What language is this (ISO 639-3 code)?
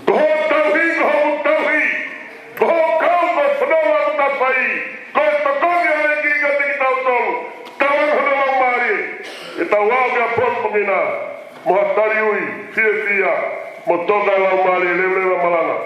ton